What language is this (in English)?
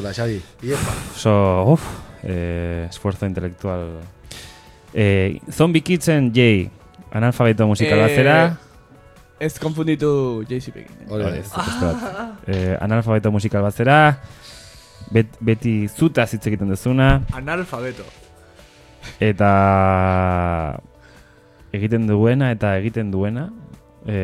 Basque